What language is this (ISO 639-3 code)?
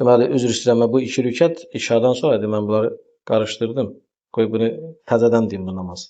aze